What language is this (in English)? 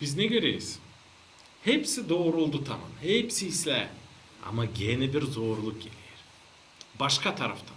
Gagauz